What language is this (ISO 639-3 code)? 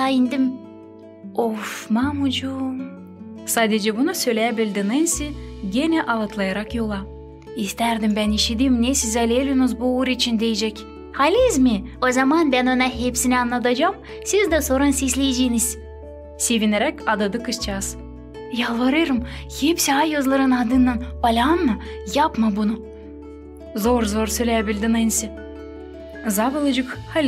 gag